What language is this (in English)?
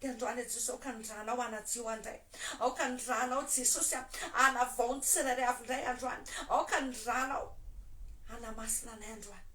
Malagasy